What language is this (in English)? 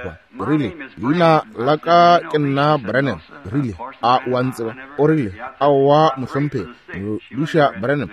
Northern Sotho